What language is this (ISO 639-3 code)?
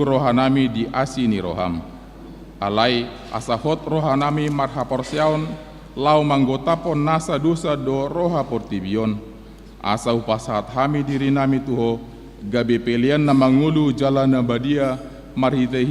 bbc